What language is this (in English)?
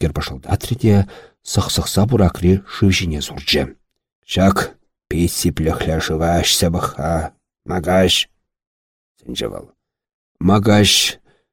Chuvash